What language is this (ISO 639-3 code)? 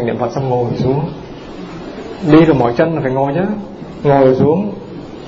vie